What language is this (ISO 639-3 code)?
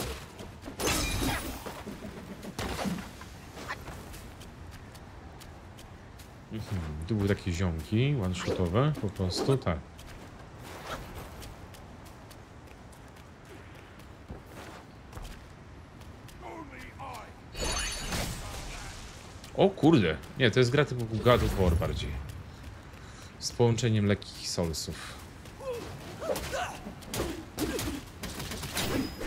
pol